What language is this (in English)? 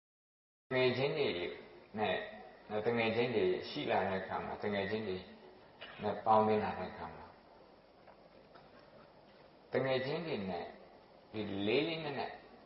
Burmese